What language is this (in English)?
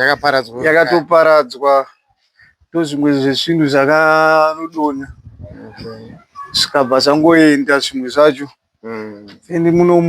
Shona